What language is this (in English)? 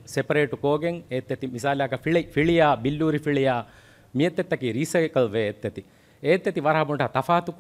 Divehi